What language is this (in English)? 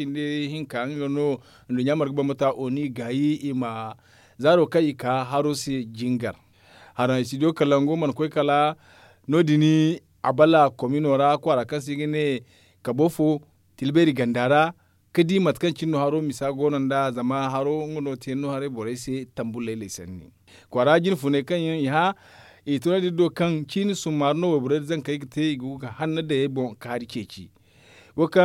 Zarma